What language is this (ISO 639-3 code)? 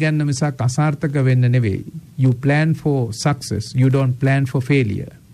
sin